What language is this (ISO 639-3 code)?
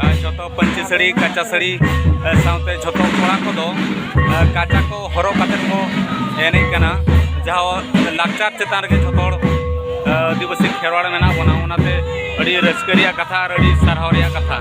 sat